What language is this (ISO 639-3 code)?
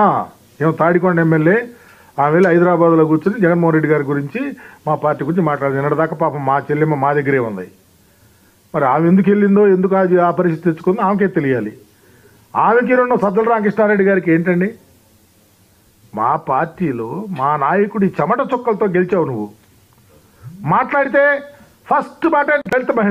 tel